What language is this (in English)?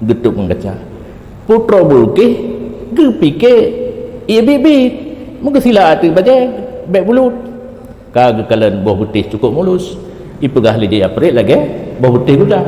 Achinese